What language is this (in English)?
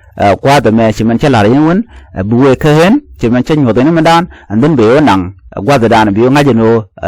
Nuer